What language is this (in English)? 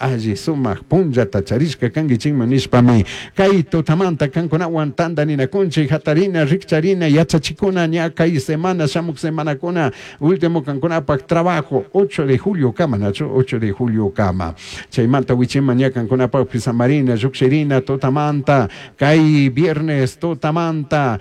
Chimborazo Highland Quichua